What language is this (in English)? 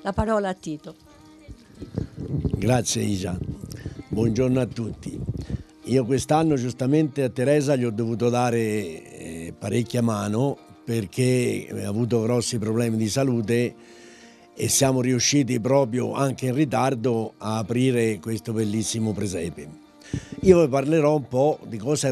Italian